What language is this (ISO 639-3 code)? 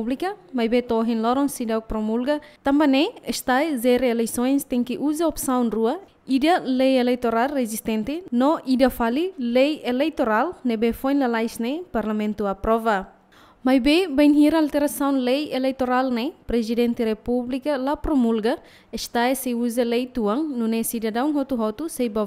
tet